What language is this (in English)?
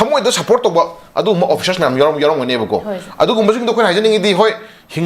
Manipuri